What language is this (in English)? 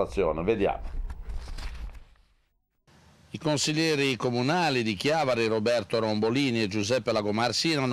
Italian